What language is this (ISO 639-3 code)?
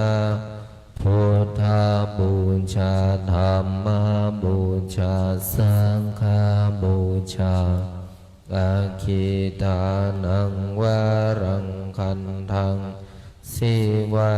pli